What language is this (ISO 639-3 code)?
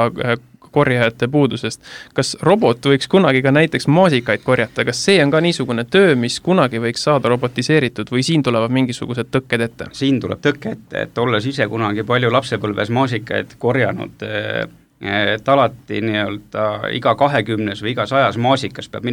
est